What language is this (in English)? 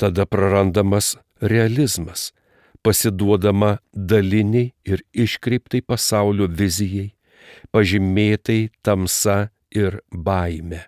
Lithuanian